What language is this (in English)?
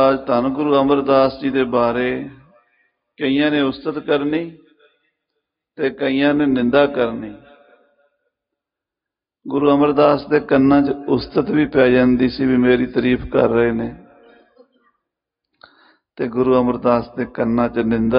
Punjabi